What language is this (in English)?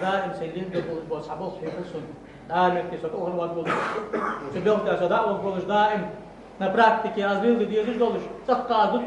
Ingush